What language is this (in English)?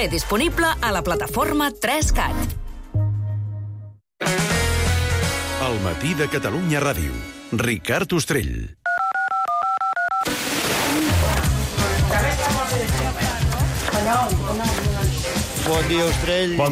Catalan